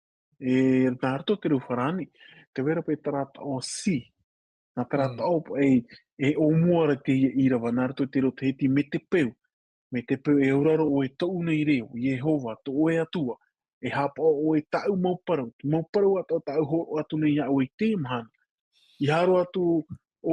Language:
Tahitian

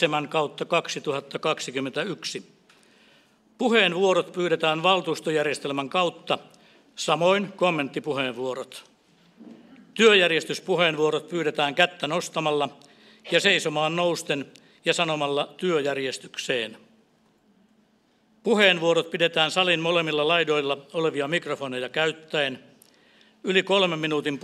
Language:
Finnish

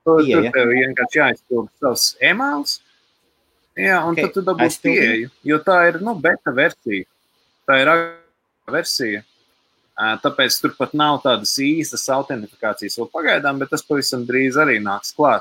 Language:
Latvian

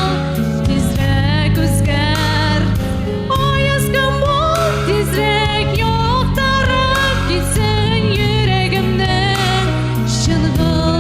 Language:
Tatar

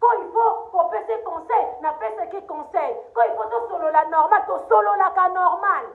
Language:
Lingala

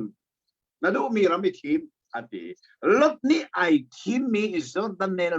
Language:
Hakha Chin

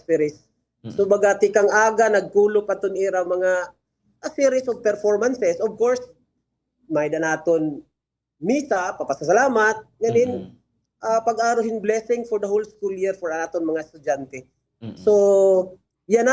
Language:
Waray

